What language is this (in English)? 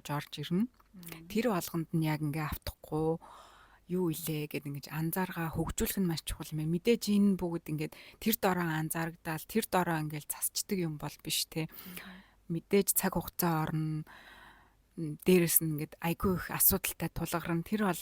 Mongolian